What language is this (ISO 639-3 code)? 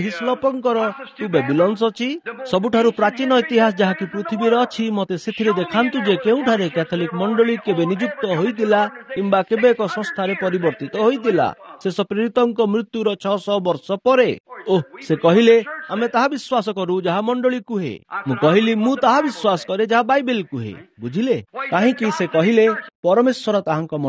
ori